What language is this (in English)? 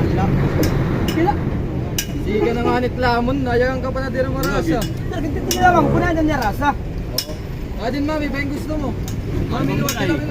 Waray